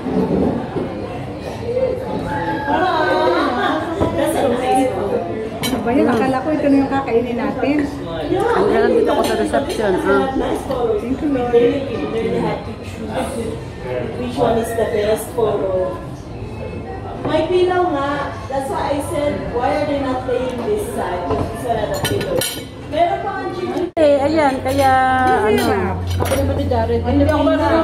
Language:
Filipino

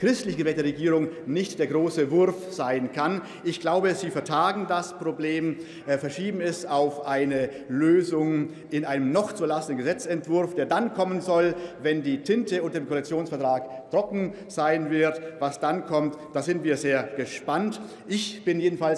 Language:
German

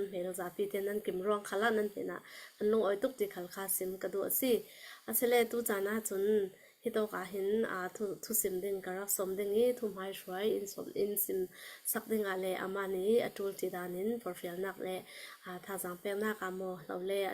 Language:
Hakha Chin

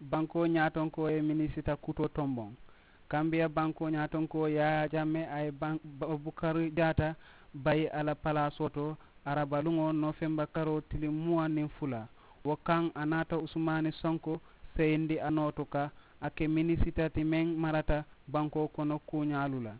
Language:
Mandingo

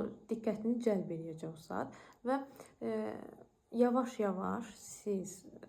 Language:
Azerbaijani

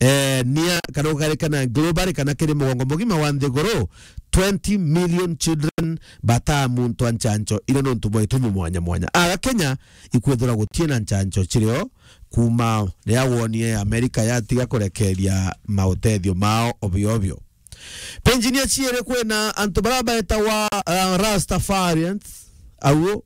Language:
Meru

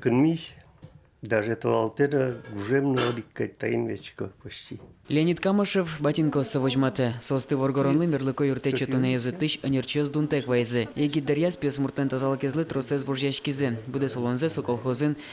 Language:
Udmurt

